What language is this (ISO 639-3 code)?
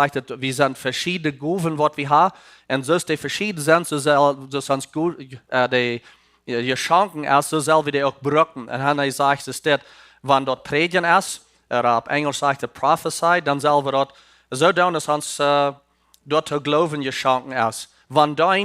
pdt